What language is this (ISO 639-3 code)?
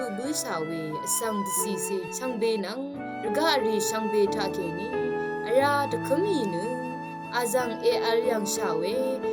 raw